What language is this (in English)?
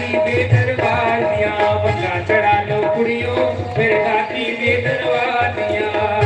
Dogri